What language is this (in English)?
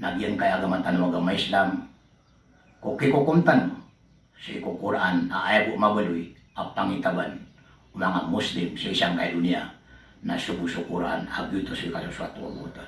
Maranao